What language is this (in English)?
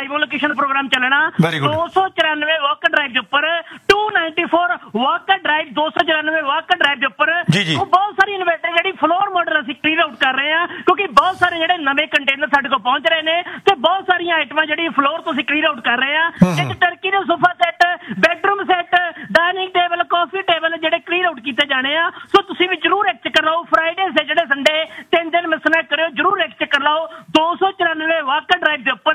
Punjabi